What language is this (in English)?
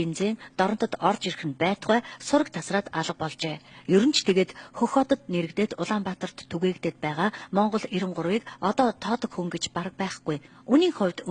Mongolian